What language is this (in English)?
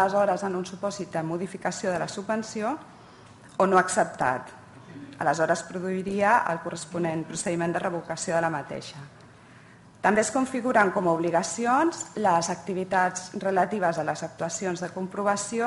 Catalan